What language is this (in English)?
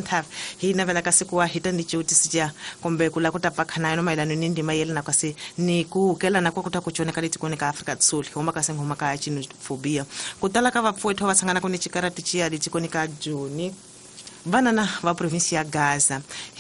Tsonga